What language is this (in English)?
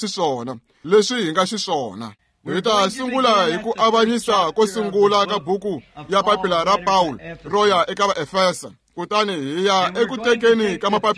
Tsonga